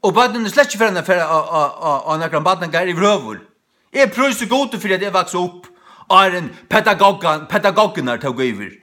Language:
Faroese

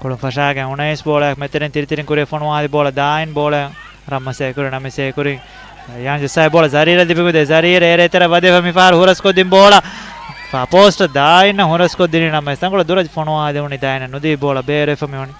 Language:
Divehi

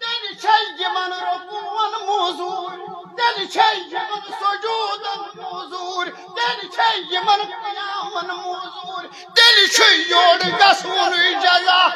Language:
Kashmiri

